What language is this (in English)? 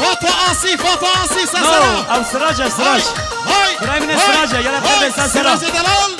Kurdish